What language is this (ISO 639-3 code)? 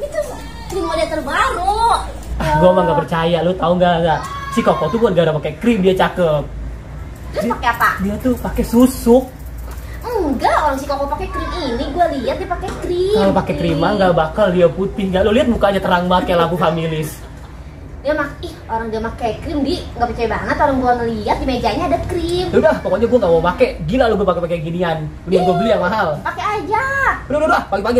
bew